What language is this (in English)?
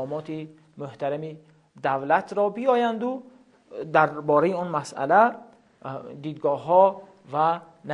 Tajik